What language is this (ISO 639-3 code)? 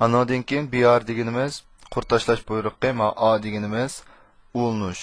uig